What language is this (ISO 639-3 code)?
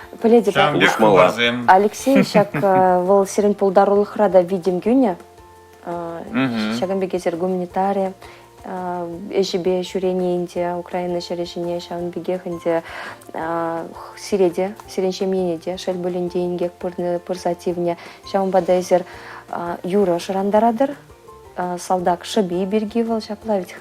chv